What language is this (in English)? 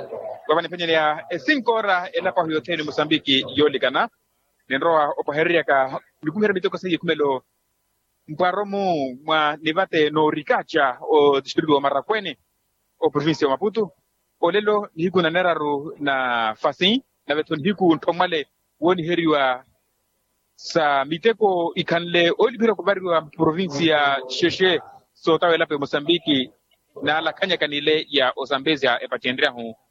Makhuwa